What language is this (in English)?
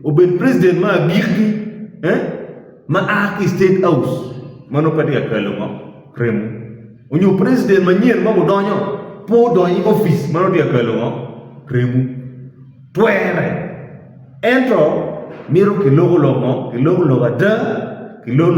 Acoli